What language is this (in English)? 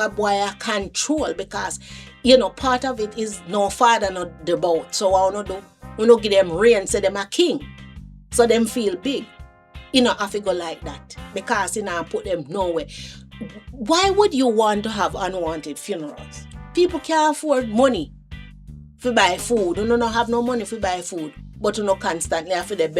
Jamaican Creole English